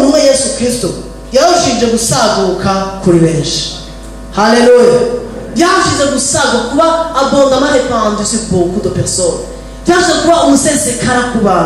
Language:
Rundi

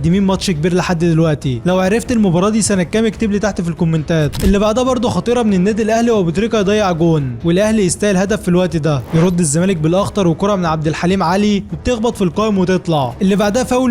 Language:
Egyptian Arabic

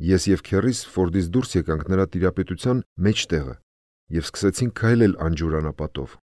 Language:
Armenian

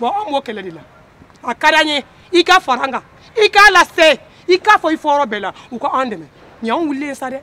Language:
Bambara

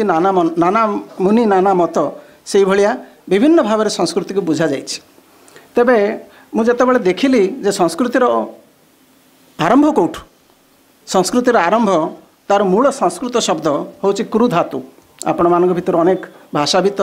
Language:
Odia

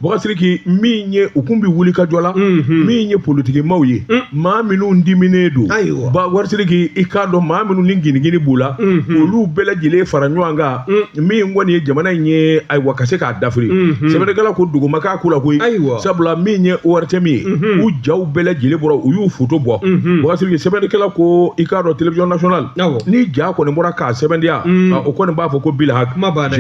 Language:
Bambara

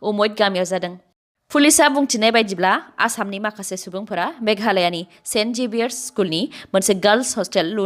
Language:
Bodo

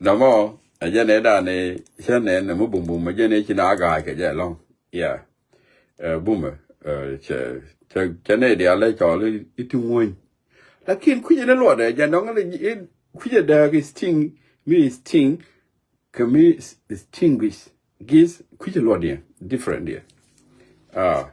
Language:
Nuer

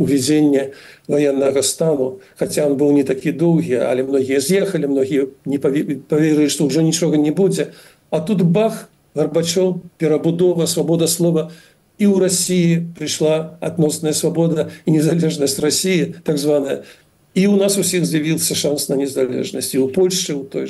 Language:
Belarusian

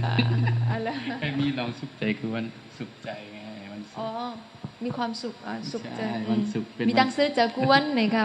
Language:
Shan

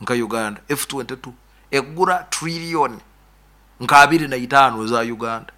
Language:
Nyoro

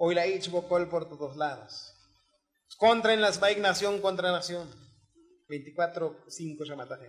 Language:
Tzotzil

